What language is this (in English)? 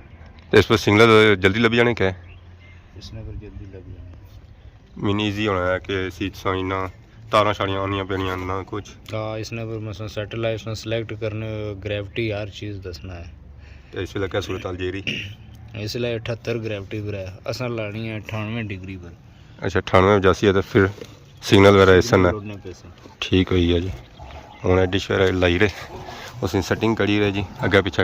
Pahari-Potwari